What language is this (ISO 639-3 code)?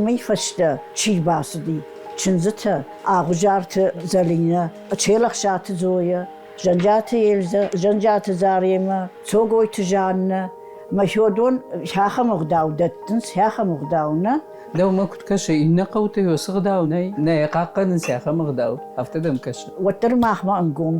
oss